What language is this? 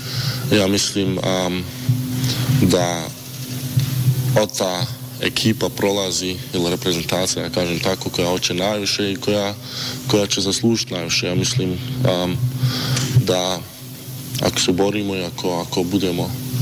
Bosnian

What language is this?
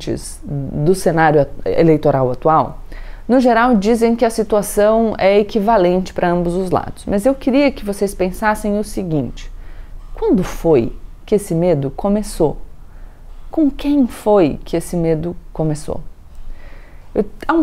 Portuguese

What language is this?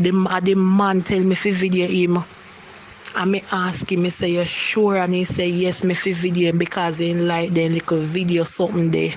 Jamaican Creole English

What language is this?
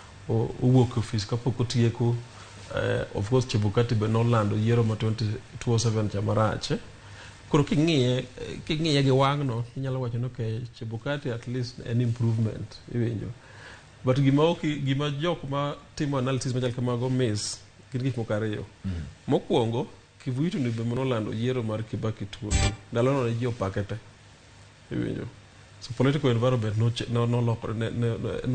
Luo (Kenya and Tanzania)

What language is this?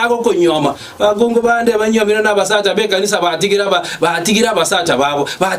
Gusii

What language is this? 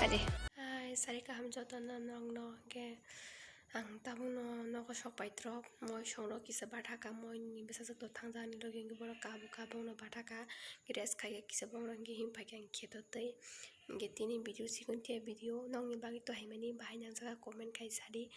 Kok Borok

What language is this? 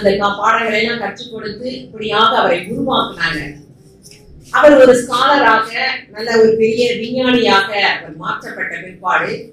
Tamil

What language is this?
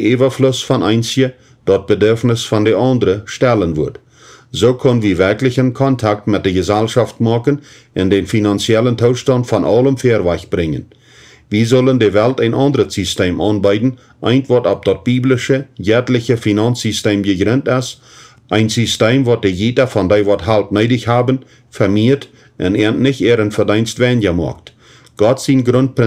Plautdietsch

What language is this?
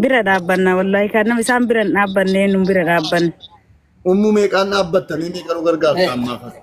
Oromo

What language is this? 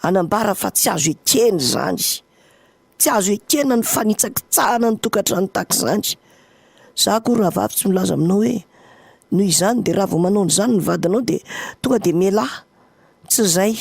Malagasy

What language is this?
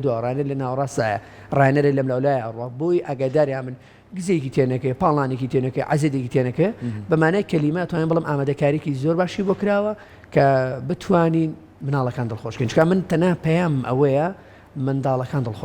Central Kurdish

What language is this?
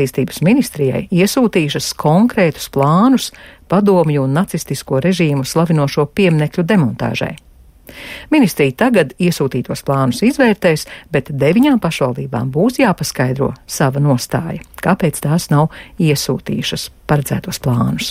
Latvian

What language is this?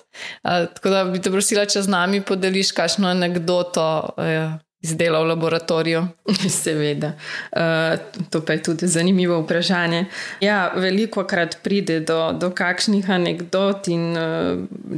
Slovenian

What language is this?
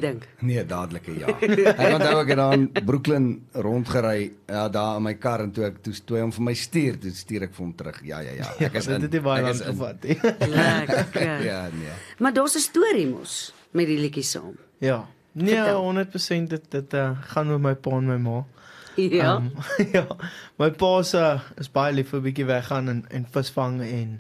Afrikaans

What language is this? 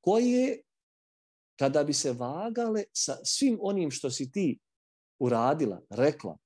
Bosnian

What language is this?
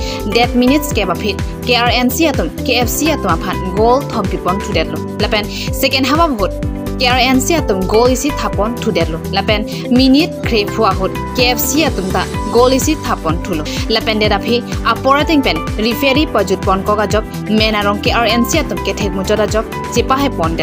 Karbi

